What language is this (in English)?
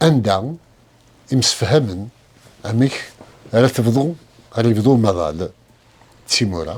Kabyle